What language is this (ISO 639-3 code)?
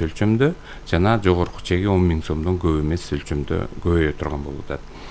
kir